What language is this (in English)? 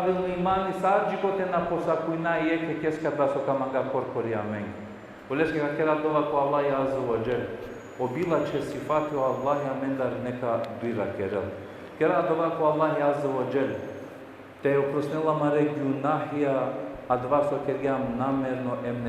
Balkan Romani